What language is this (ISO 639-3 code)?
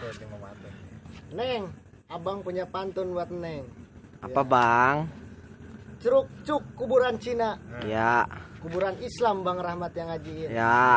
bew